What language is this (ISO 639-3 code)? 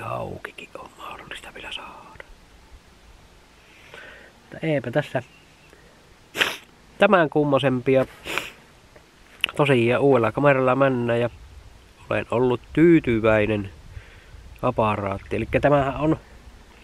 fin